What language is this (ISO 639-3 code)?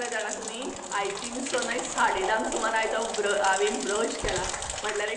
kok